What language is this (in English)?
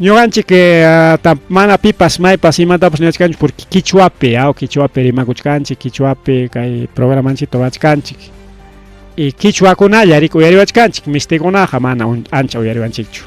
Ayacucho Quechua